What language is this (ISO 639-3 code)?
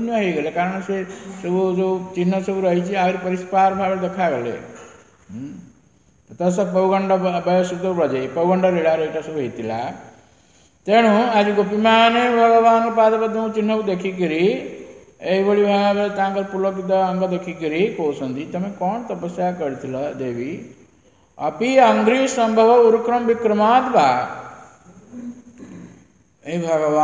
ori